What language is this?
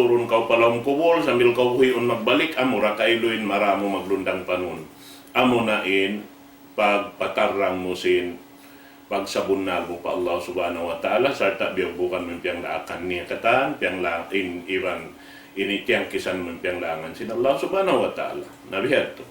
Tausug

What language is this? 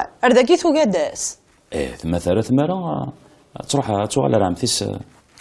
Kabyle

